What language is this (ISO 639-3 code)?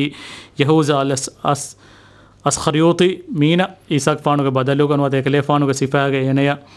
div